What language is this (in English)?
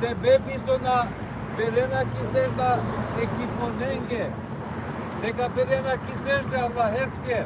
Balkan Romani